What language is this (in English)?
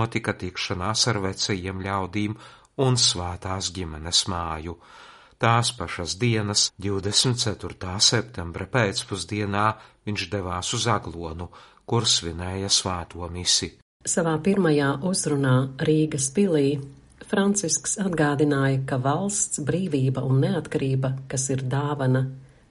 Latvian